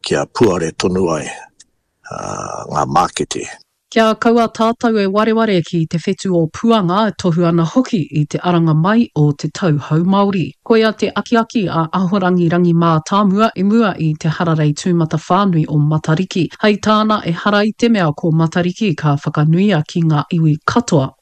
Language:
Māori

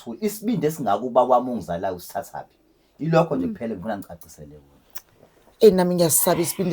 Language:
Zulu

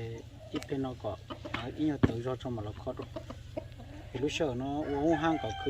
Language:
Hmong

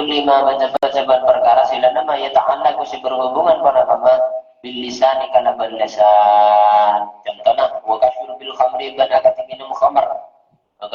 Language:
Madurese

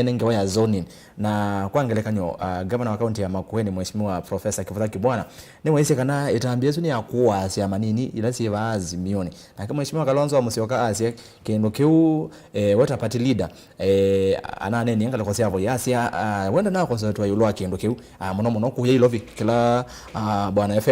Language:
Kamba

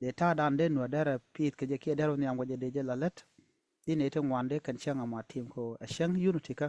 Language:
Nuer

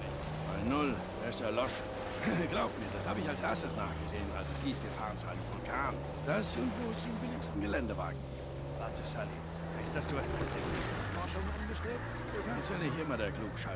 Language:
Swiss German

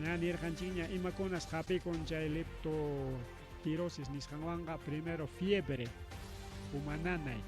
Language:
Ayacucho Quechua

